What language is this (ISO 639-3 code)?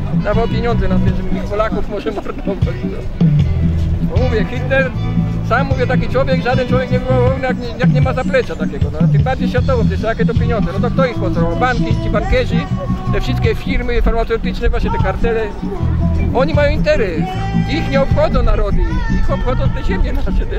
pol